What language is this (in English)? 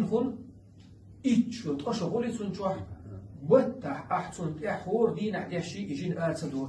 Chechen